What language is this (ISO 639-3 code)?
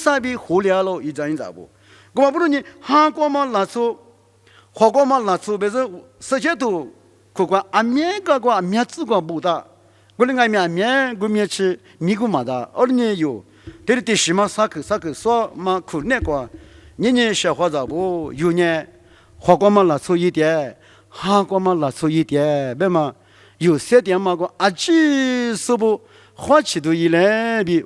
lis